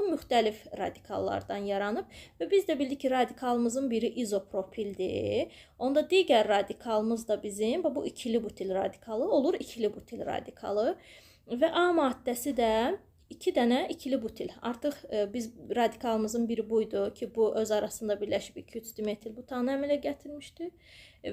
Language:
Azerbaijani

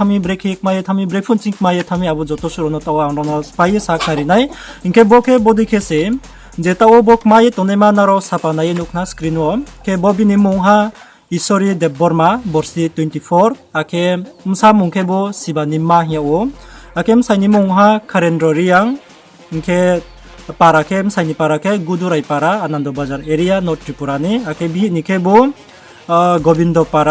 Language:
Riang (India)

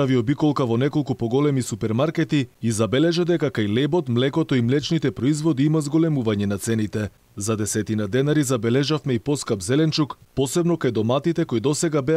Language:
Macedonian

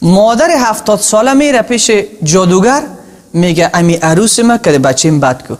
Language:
Tajik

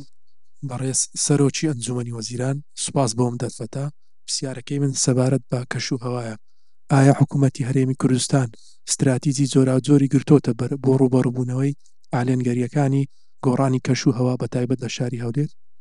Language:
Central Kurdish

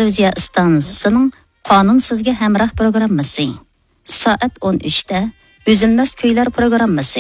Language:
Uyghur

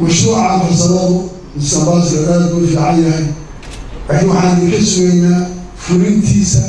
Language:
Somali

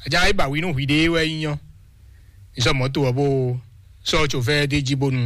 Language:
Fon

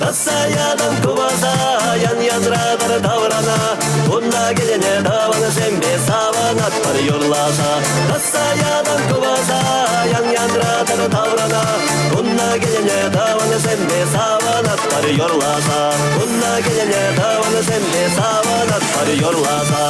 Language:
Chuvash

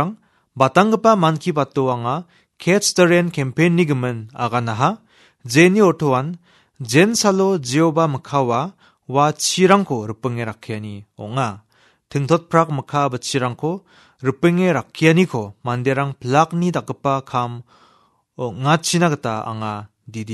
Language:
Garo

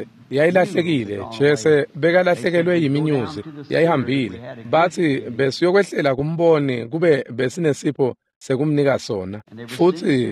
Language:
Swati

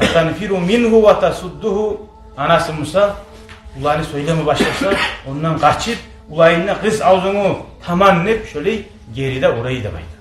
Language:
Kumyk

